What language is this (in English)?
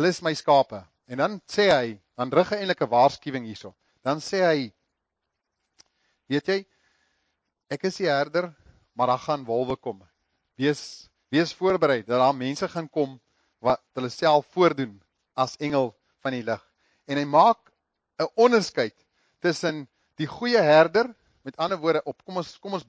Afrikaans